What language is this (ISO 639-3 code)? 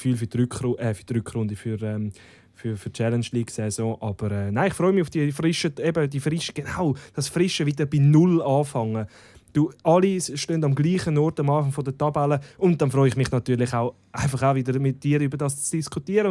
gsw